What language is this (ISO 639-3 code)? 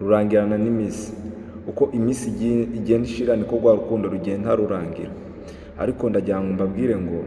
kin